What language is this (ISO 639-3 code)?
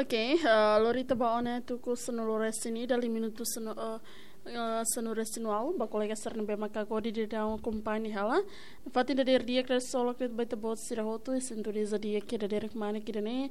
tet